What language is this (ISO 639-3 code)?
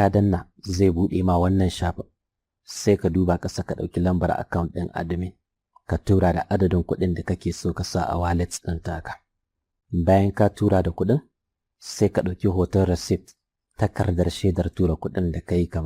hau